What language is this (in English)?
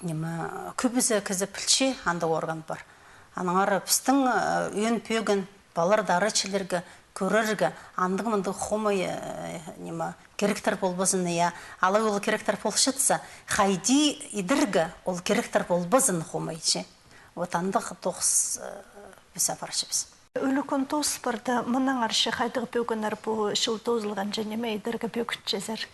Khakas